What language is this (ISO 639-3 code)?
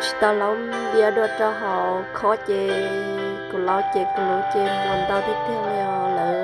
hmn